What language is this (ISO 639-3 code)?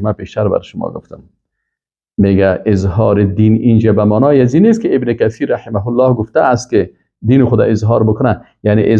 fas